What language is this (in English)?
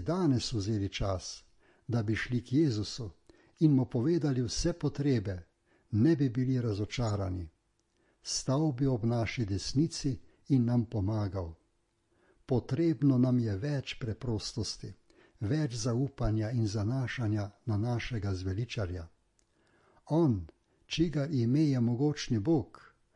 Slovenian